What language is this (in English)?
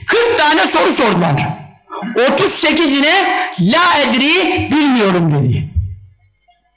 Turkish